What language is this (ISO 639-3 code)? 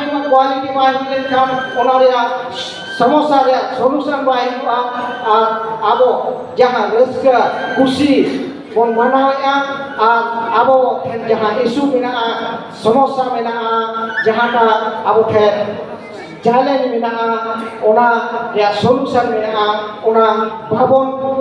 sat